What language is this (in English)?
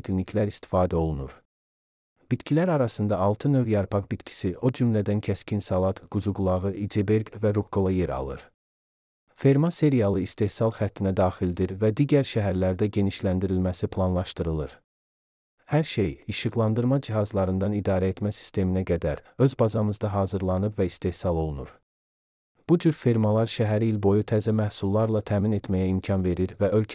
Azerbaijani